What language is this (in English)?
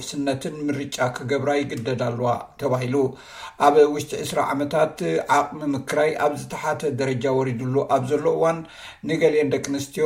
Tigrinya